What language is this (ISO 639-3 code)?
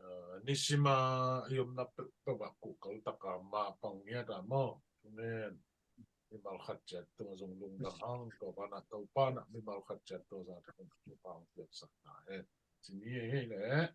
ctd